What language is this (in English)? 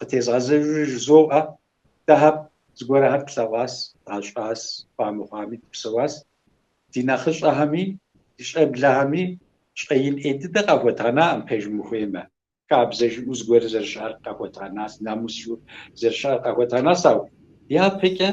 Kabardian